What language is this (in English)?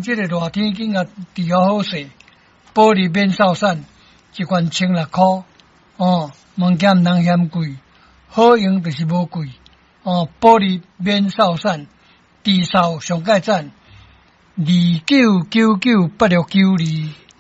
Min Nan Chinese